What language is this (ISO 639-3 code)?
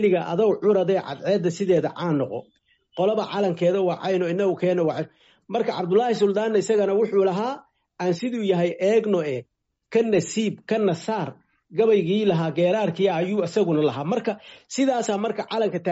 som